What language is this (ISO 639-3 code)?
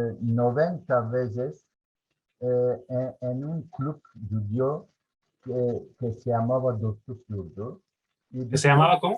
lad